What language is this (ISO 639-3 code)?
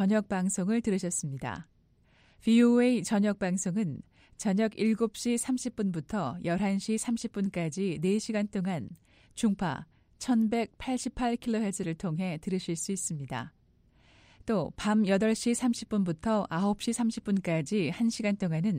kor